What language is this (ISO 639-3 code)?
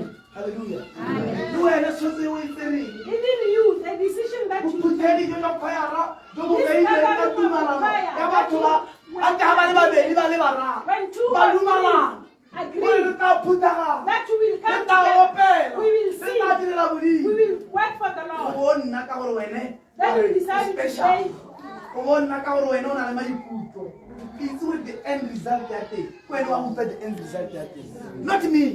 tsn